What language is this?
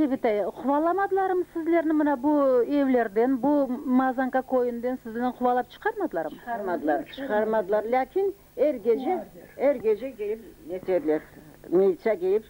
Crimean Tatar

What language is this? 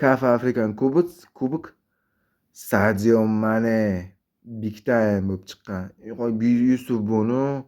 Uzbek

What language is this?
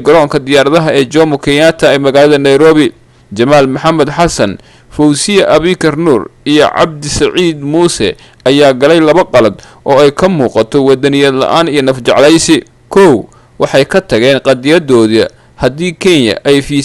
Somali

